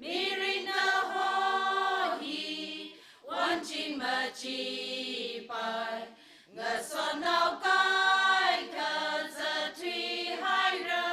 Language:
Tangkhul Naga (India)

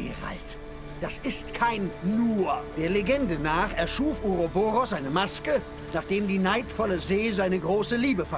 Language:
Swiss German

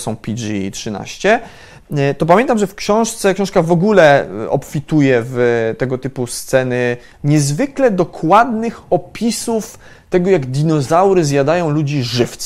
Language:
Polish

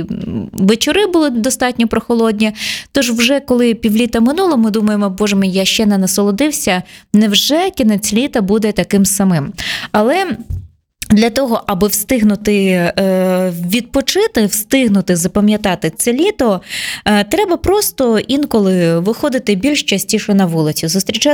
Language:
Ukrainian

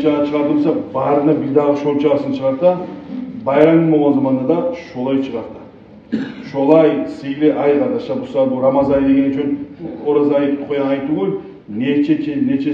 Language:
Kumyk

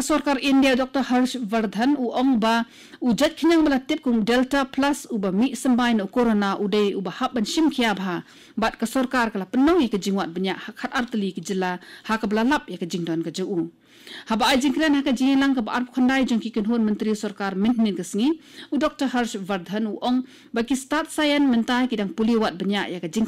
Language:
Khasi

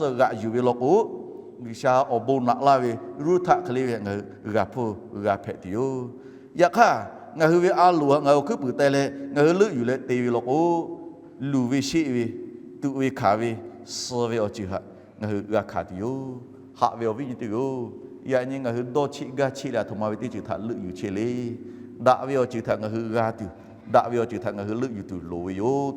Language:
Lahu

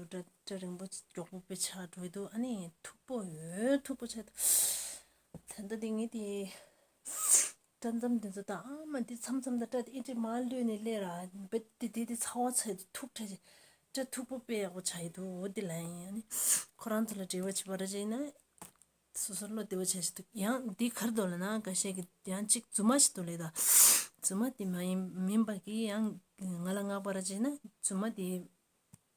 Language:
Tibetan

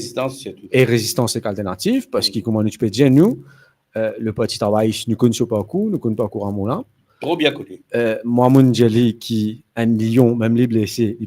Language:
Morisyen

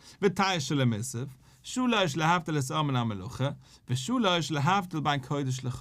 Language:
Yiddish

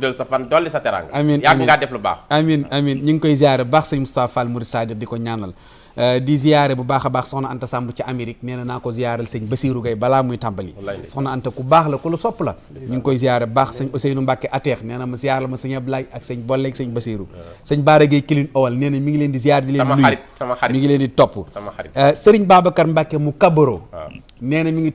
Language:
Wolof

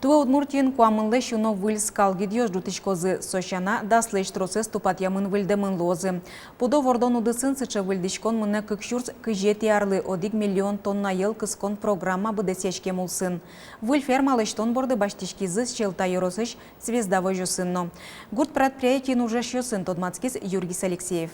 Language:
Udmurt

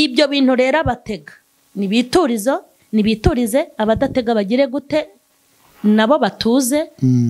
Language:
Kinyarwanda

